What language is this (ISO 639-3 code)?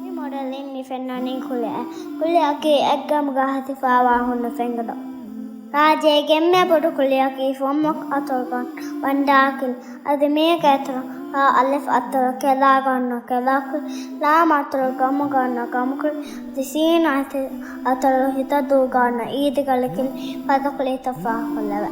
div